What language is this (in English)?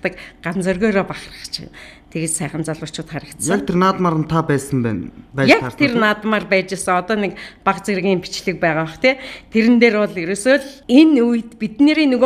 Mongolian